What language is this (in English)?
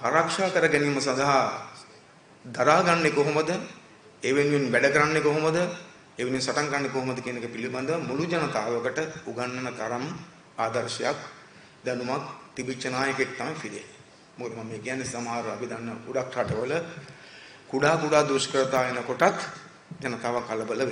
Sinhala